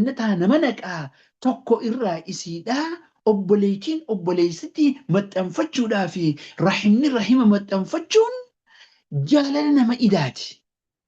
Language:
Oromo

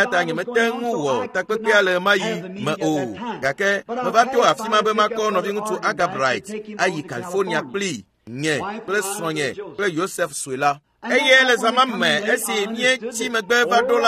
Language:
Ewe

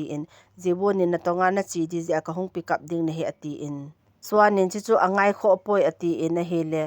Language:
Thado Chin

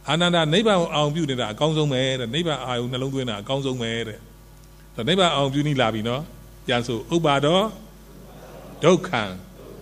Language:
Burmese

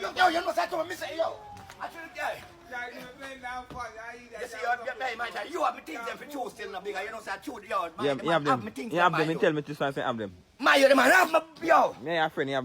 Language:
Jamaican Creole English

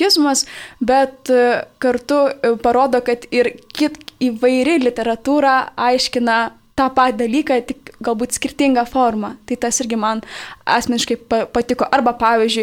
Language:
Lithuanian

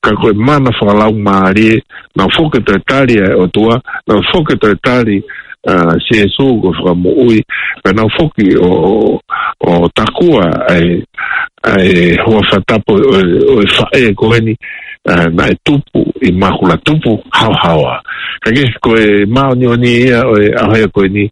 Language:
Tongan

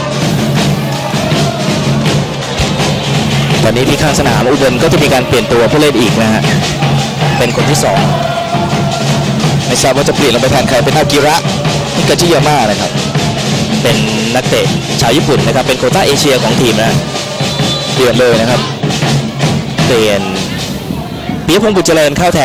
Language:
Thai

